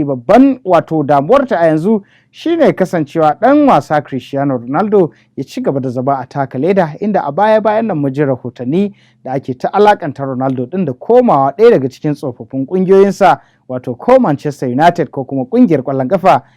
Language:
Hausa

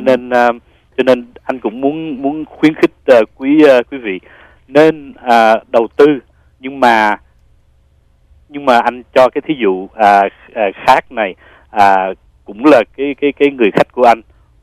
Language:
Vietnamese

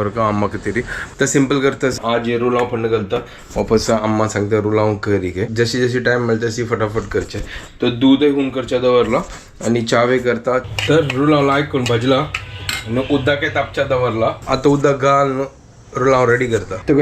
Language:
Konkani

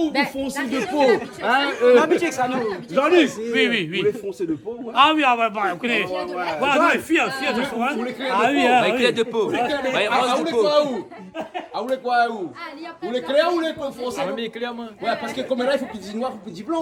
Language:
Réunion Creole French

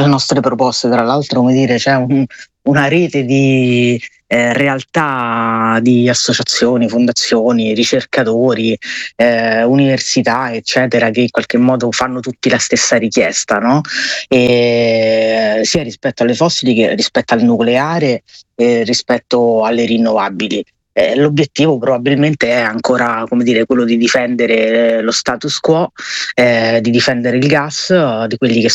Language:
Italian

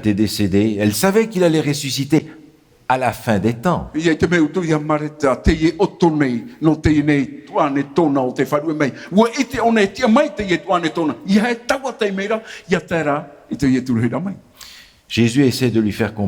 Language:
Tahitian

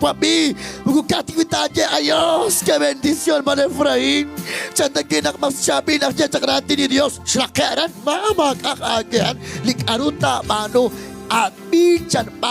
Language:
Kekchí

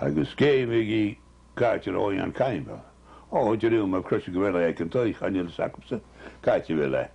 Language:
Scottish Gaelic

